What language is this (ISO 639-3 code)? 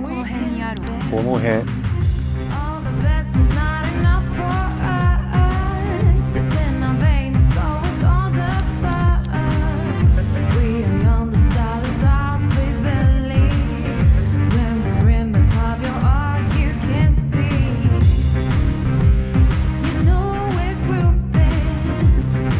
jpn